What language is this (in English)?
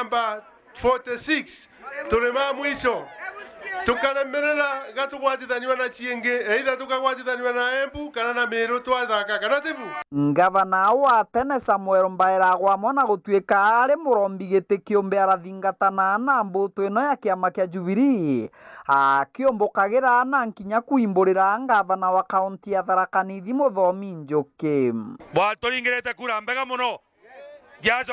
Meru